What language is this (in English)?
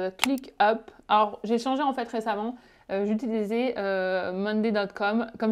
French